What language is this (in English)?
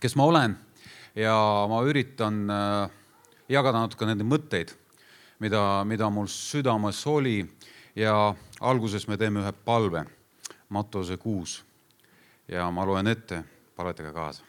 Estonian